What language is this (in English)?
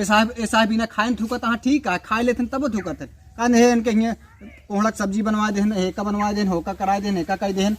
Awadhi